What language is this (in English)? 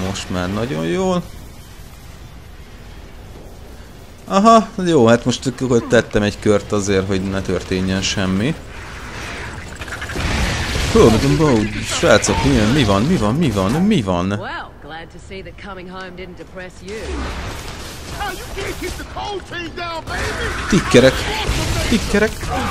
Hungarian